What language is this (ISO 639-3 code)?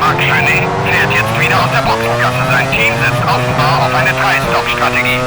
bar